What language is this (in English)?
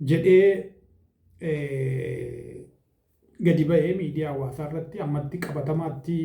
Oromo